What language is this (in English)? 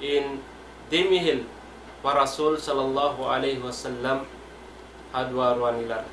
Tausug